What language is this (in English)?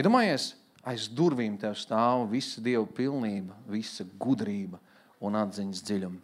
Latvian